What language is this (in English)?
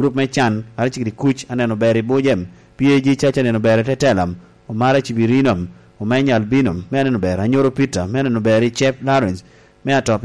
Lango (Uganda)